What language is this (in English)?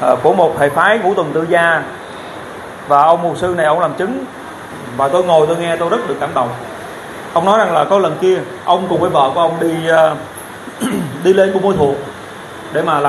Vietnamese